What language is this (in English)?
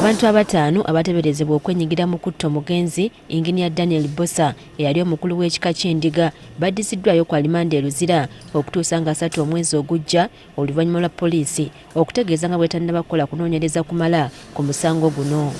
Ganda